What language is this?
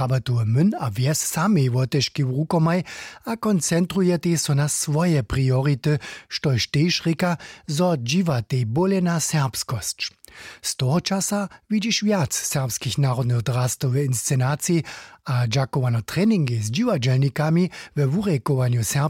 Upper Sorbian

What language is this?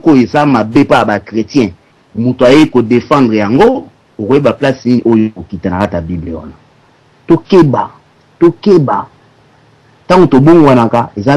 Lingala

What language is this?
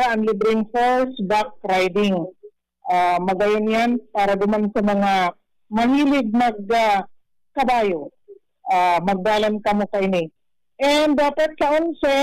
Bikol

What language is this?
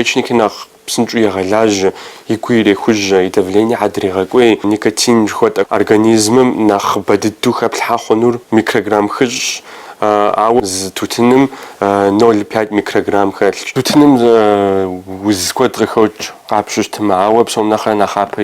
Kabardian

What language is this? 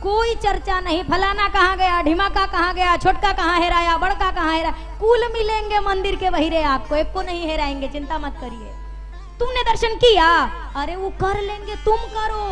Hindi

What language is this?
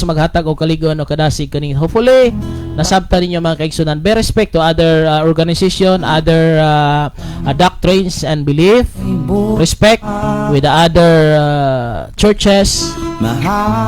Cebuano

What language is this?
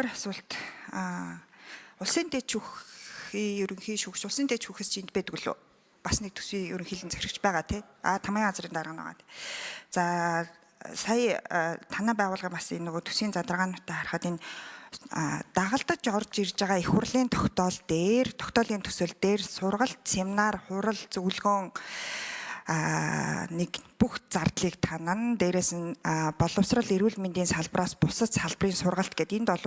Mongolian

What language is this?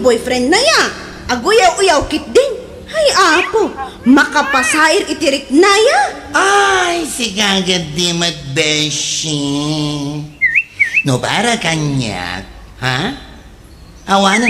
Iloko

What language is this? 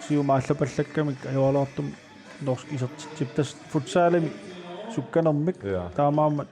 Kalaallisut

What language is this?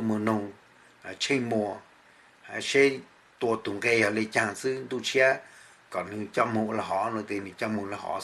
Hmong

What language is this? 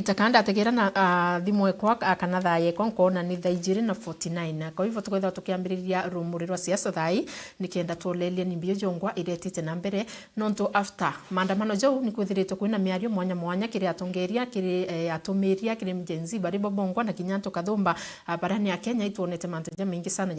Meru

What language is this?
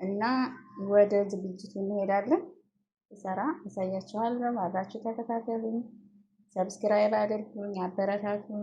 Amharic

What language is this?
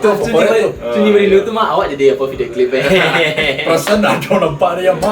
Minangkabau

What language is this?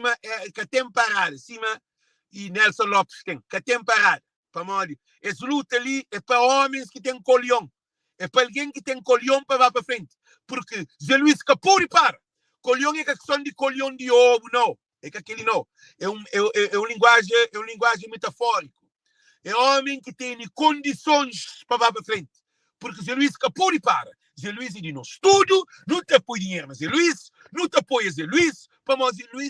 Kabuverdianu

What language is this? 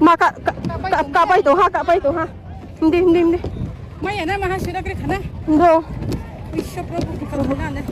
Kok Borok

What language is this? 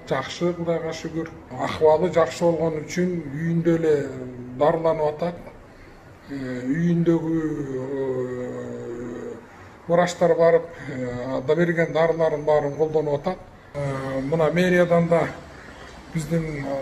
Kyrgyz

